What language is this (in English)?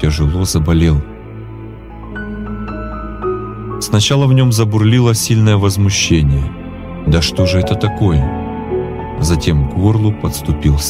Russian